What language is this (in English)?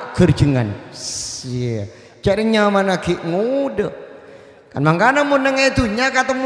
Madurese